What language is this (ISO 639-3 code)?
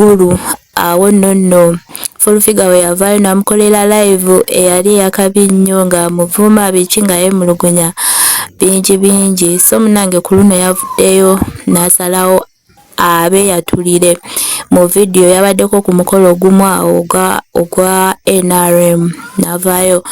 lug